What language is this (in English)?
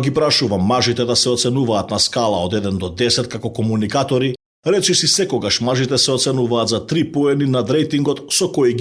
Macedonian